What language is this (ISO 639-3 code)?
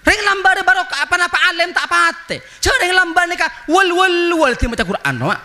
mad